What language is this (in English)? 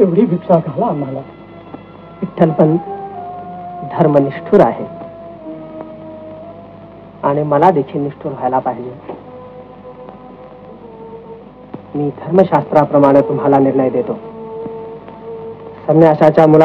Marathi